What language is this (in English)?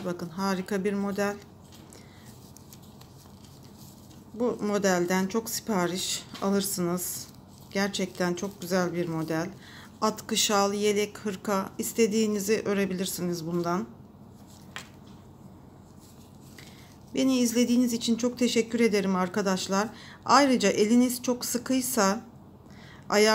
Turkish